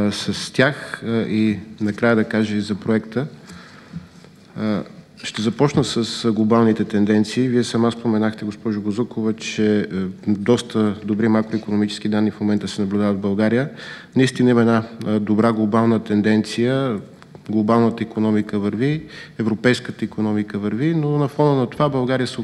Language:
Bulgarian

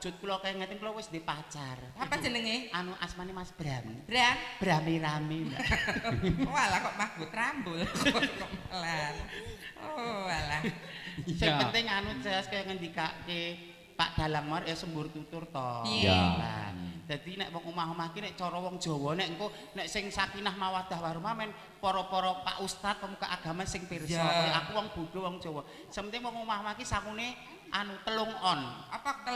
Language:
Javanese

